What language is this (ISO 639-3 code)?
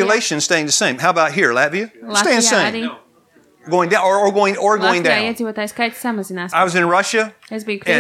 lav